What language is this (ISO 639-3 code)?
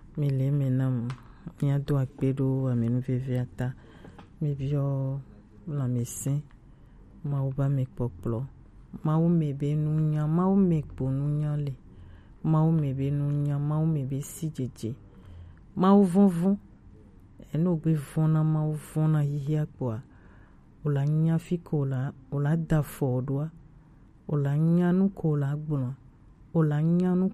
gej